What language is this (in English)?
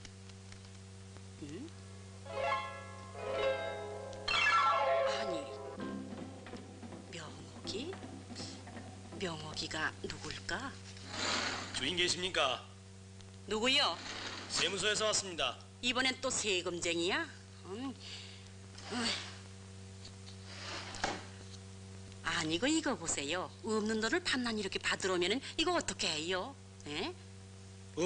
Korean